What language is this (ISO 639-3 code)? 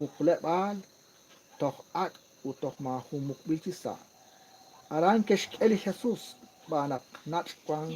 kek